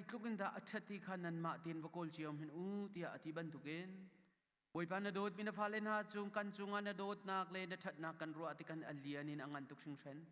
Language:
Hakha Chin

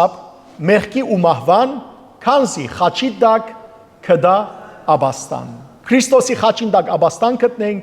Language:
Western Armenian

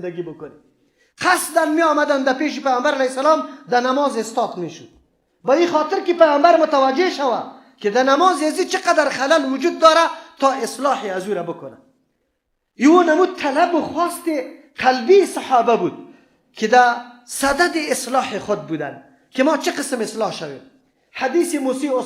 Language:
Persian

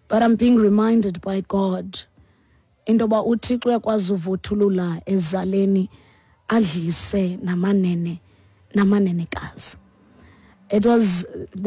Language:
Xhosa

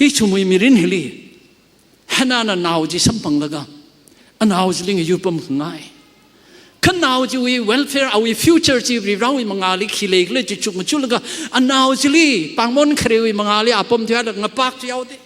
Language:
Tangkhul Naga (India)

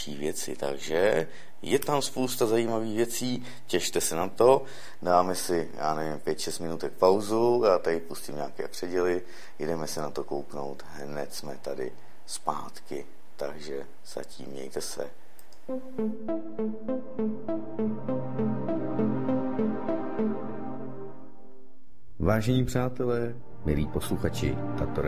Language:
Czech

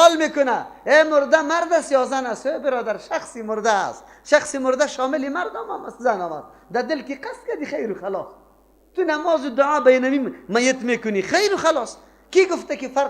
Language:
Persian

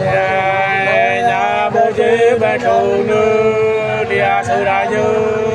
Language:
Nung (Viet Nam)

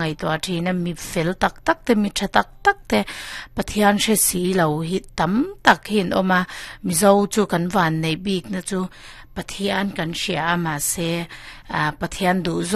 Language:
Mizo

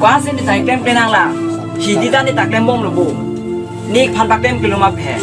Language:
Karbi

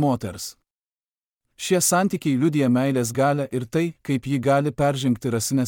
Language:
Lithuanian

